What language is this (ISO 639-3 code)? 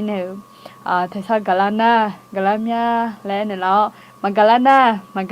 ahk